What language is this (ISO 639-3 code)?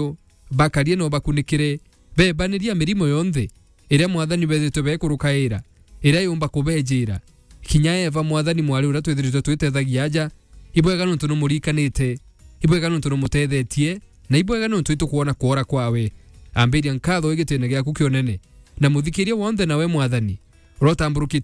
mer